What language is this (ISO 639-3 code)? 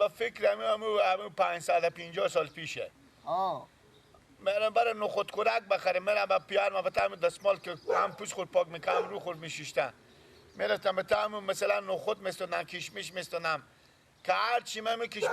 fas